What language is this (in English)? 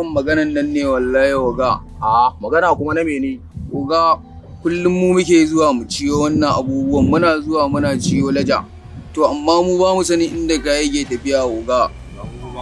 Hausa